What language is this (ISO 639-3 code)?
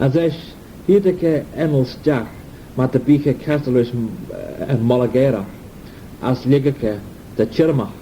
glv